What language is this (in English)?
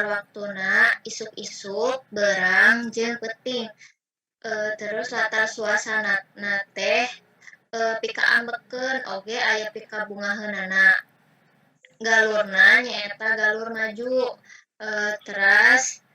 Sundanese